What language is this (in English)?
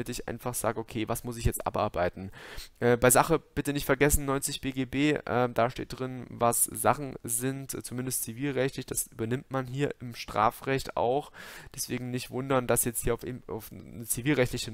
German